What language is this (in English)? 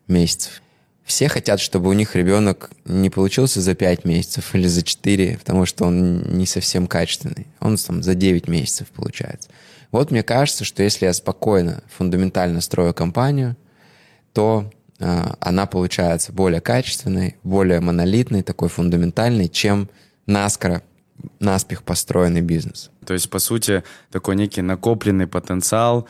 Russian